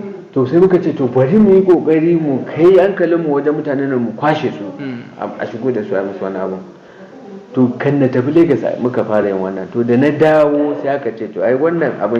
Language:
Hausa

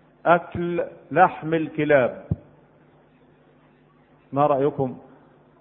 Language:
Arabic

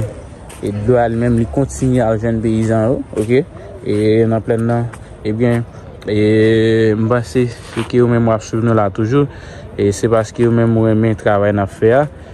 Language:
Haitian Creole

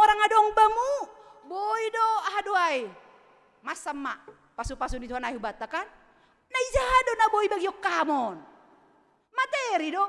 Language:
Batak Simalungun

